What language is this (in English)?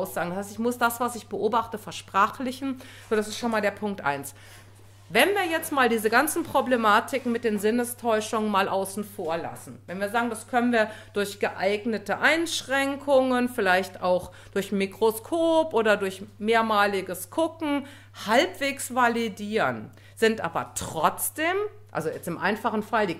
German